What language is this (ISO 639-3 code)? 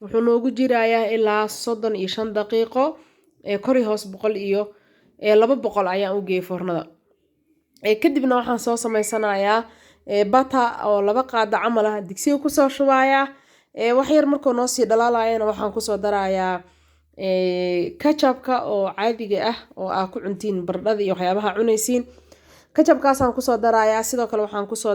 som